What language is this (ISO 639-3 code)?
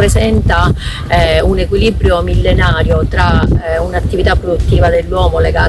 ita